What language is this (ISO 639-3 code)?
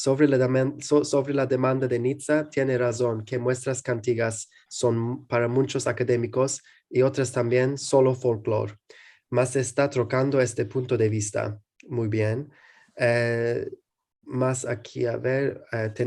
lad